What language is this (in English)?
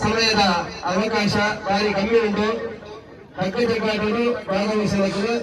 Tulu